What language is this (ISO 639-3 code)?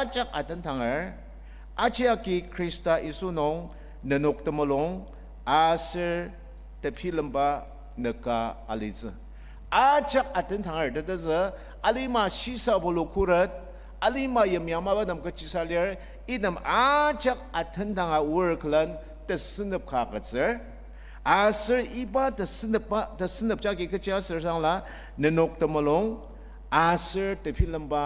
njo